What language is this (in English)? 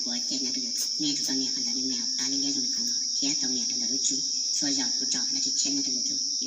Hmong